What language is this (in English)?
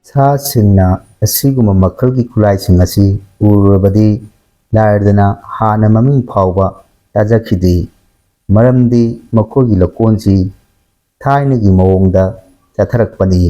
Manipuri